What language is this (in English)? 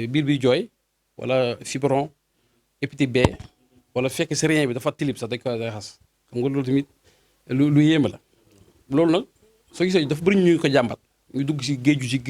Wolof